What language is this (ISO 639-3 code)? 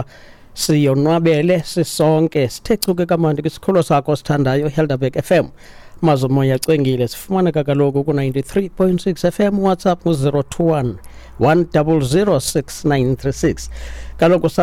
xho